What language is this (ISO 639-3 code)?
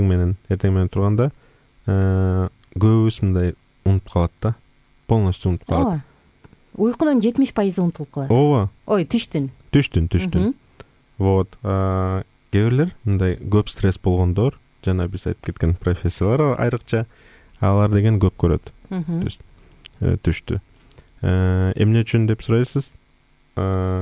kir